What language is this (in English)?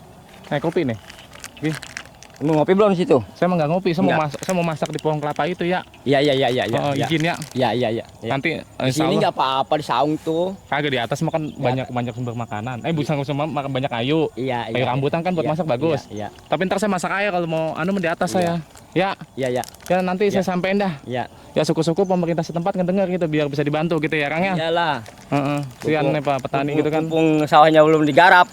Betawi